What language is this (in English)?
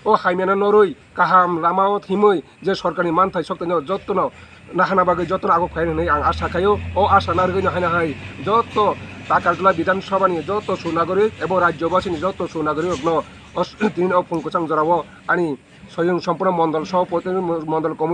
Kok Borok